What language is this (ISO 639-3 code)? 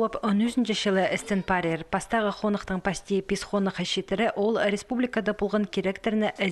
kjh